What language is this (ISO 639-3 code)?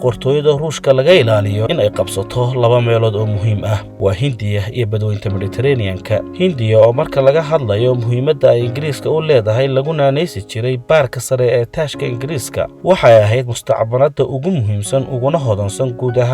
som